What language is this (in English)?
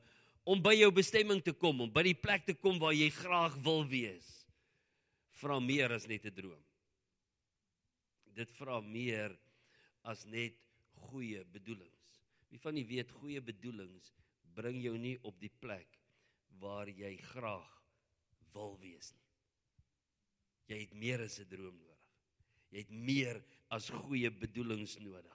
Afrikaans